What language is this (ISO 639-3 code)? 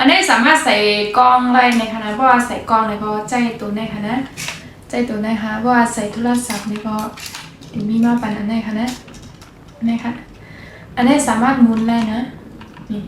shn